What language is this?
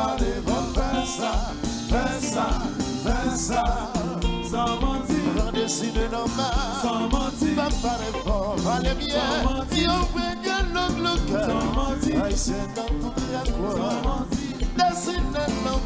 Haitian Creole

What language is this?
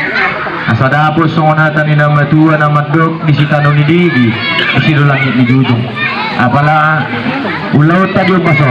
Batak Toba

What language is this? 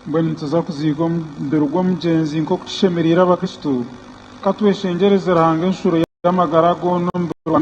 Nyankole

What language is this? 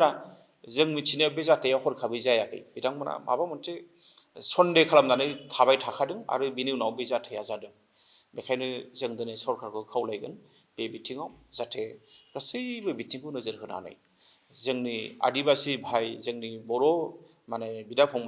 Bodo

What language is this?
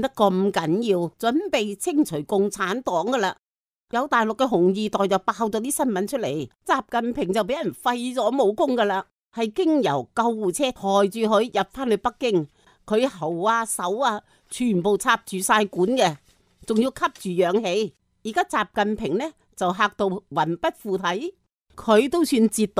Cantonese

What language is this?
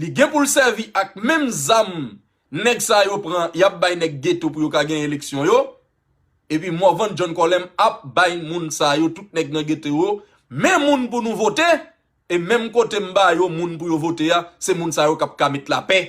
Haitian Creole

